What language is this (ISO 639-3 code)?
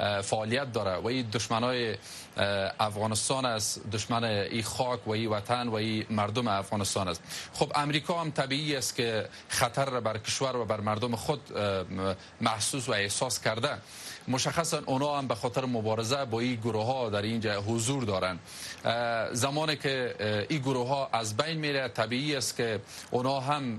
fas